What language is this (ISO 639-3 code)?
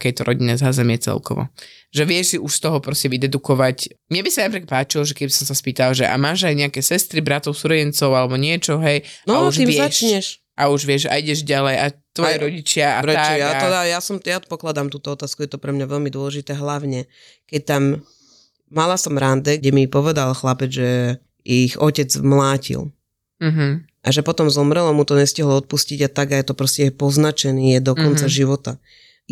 slk